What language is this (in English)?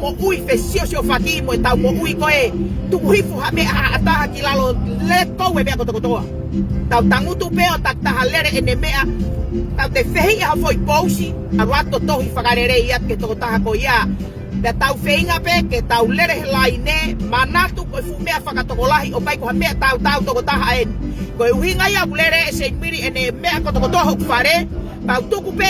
Tongan